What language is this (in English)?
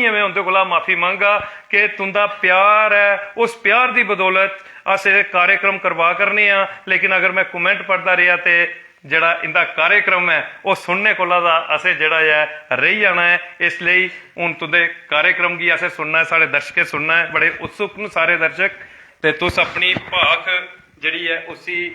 Dogri